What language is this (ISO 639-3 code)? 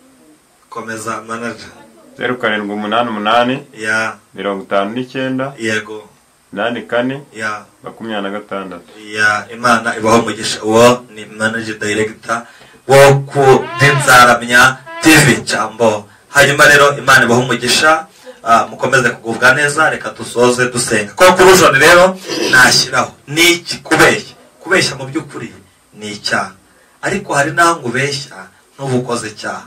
kin